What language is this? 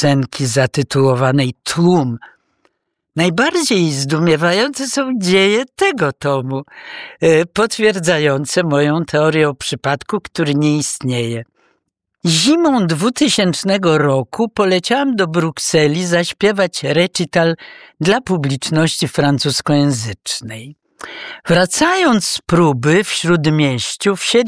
Polish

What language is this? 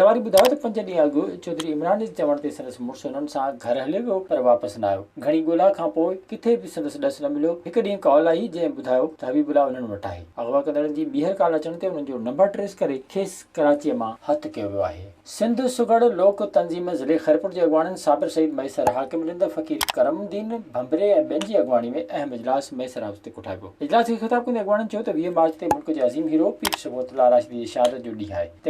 Sindhi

